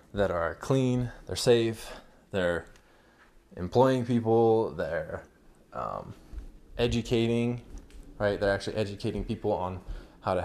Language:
English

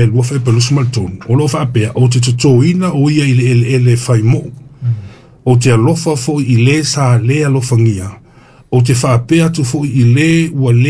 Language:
Samoan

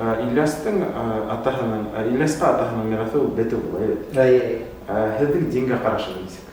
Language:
Bashkir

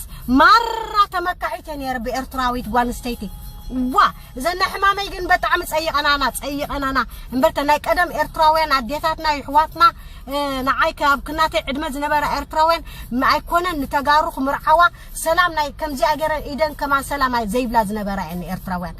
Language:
Tigrinya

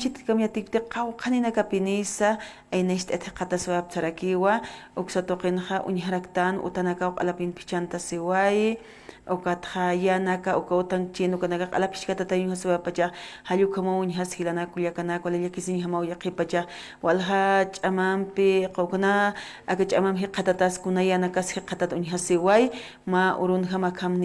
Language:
Aymara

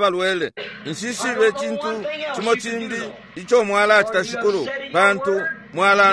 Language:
Bemba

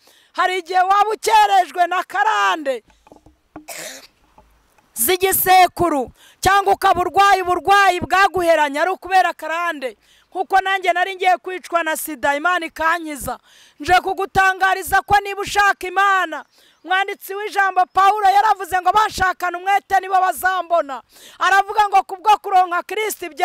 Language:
Kinyarwanda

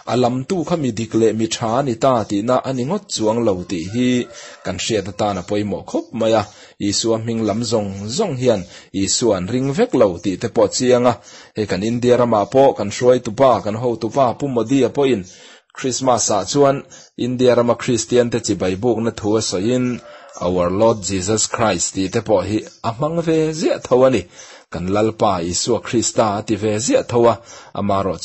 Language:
Mizo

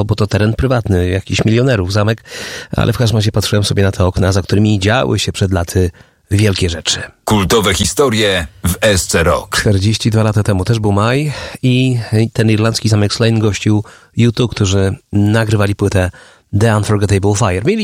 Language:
Polish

